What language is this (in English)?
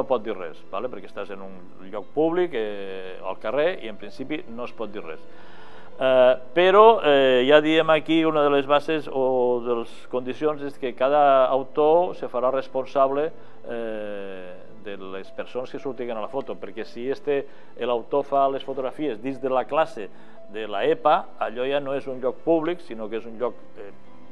Catalan